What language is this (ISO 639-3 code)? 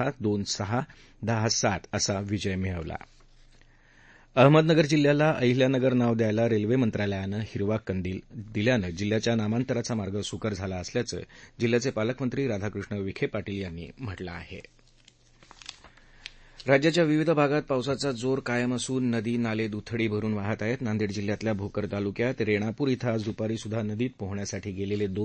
mar